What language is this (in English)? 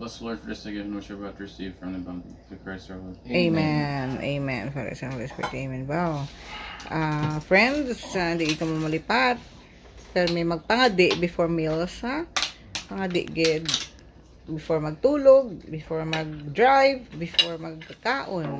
Hiligaynon